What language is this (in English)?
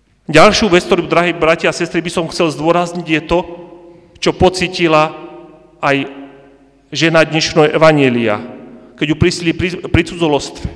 Slovak